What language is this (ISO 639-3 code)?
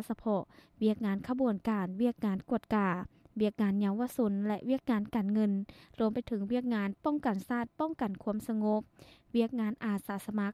lao